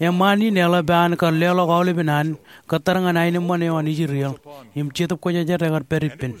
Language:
Marshallese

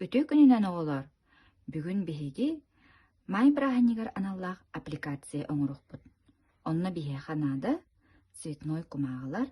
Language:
Yakut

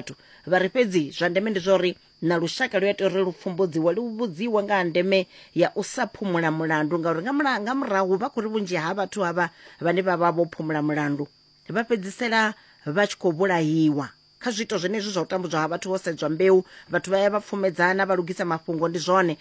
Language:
Venda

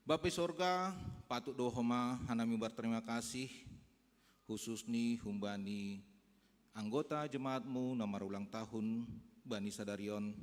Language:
Batak Simalungun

